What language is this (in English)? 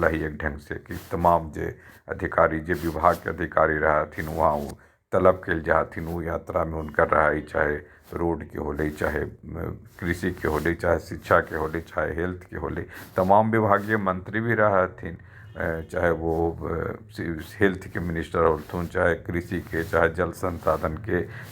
Magahi